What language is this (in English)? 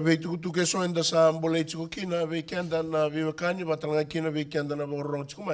Fijian